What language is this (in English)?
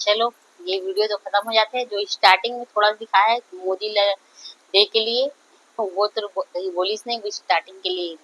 Chhattisgarhi